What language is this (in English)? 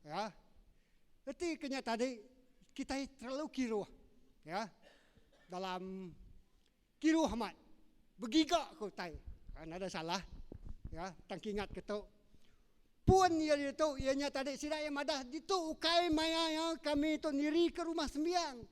Iban